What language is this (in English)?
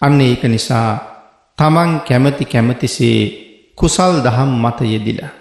Sinhala